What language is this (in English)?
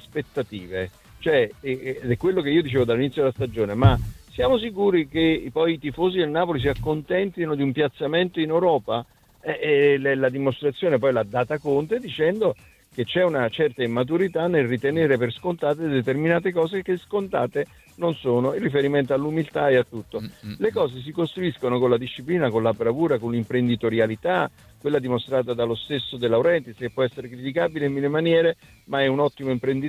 Italian